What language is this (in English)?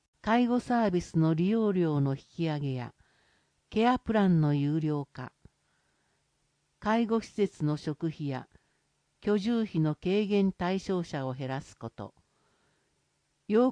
Japanese